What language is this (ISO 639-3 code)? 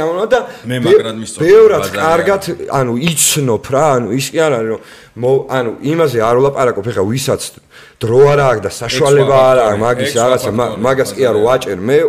kat